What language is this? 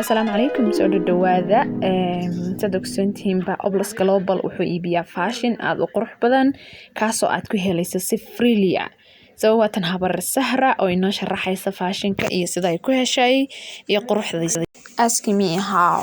Somali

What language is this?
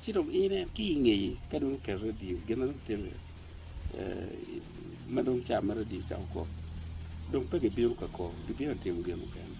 Acoli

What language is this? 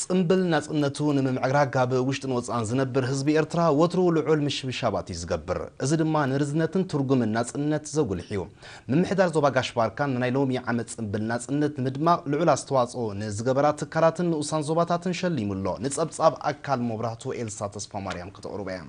Tigrinya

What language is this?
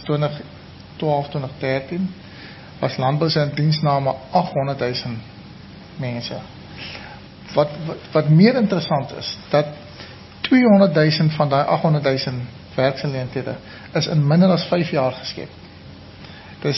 Afrikaans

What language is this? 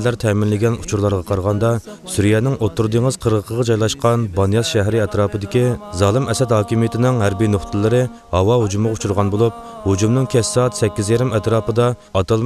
Uyghur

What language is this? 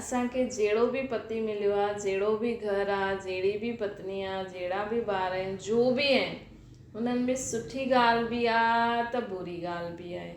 Sindhi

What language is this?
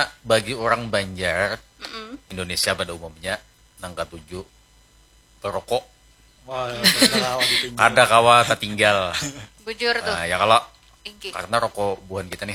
Banjar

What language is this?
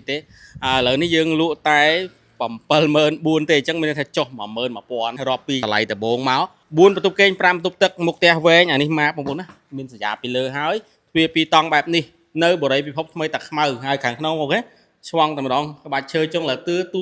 Khmer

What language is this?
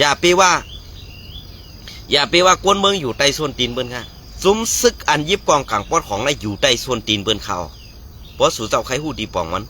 Shan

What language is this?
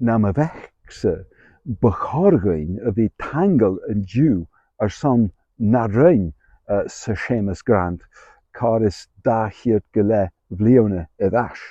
Scottish Gaelic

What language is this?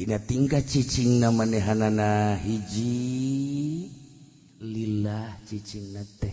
Sundanese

